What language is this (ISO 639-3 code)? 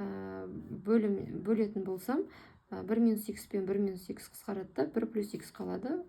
kaz